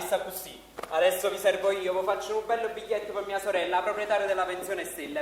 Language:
Neapolitan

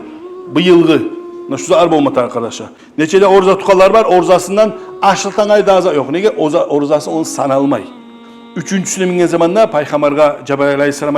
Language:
Kumyk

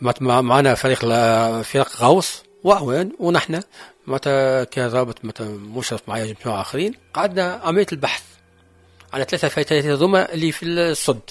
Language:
Tunisian Arabic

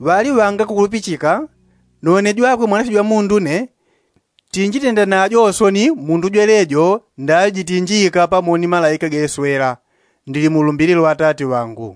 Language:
Yao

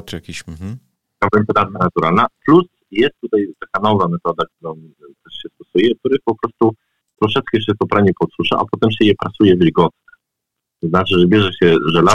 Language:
Polish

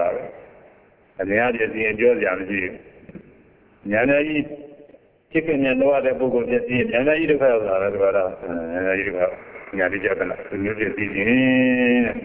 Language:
Burmese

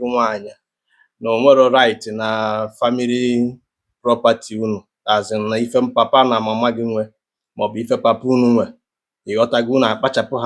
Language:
Igbo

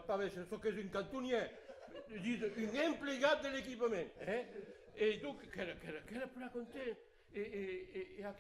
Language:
Occitan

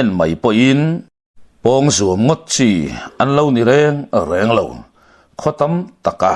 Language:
Mizo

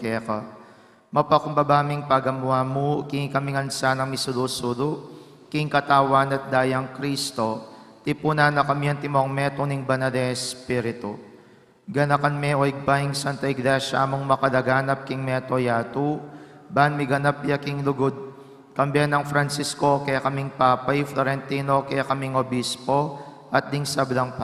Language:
Pampanga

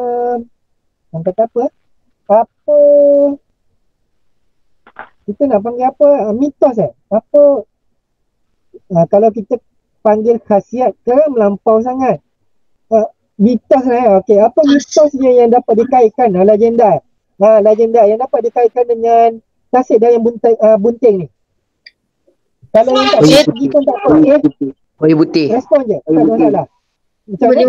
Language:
Malay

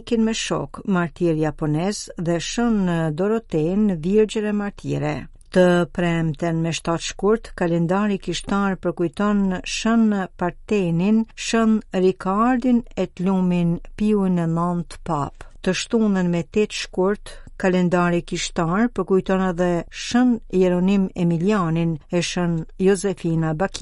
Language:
Albanian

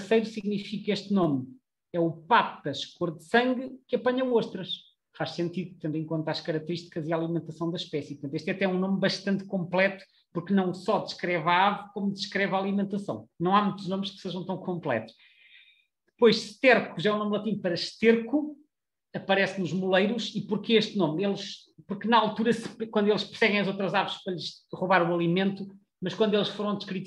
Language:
Portuguese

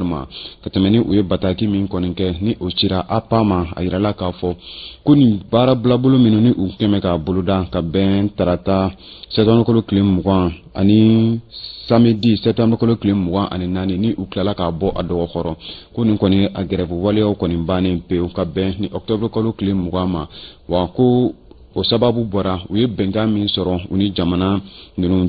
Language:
Bambara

